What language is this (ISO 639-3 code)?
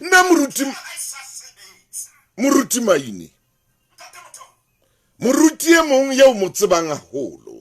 sot